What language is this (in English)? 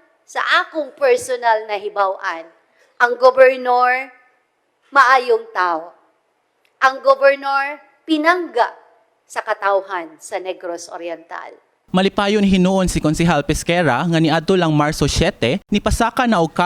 Cebuano